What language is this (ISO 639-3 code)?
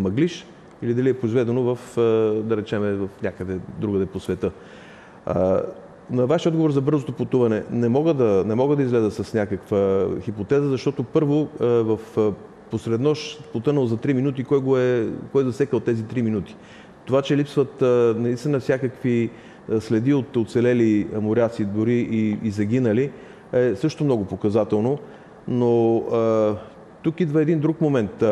bul